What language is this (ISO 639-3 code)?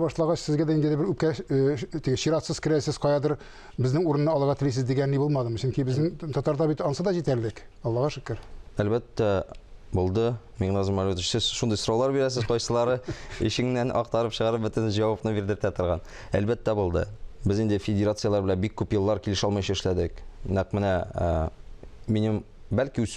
tat